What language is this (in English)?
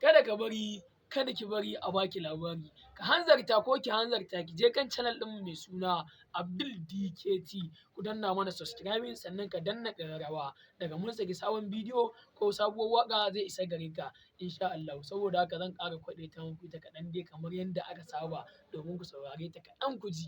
Hausa